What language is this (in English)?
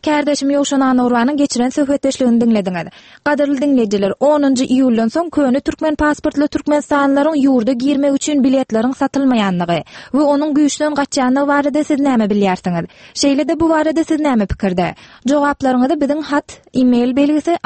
Turkmen